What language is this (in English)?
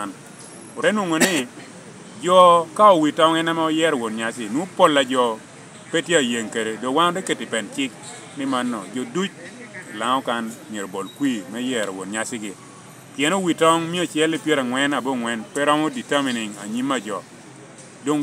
Lango (Uganda)